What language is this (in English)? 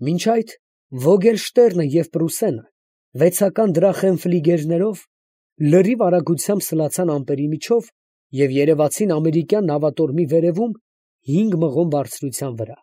Armenian